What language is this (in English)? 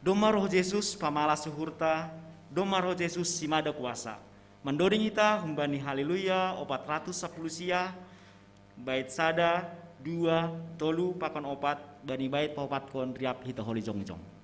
Batak Simalungun